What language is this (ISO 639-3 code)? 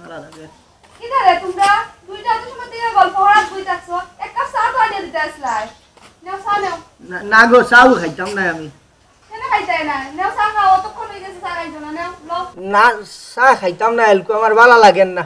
syl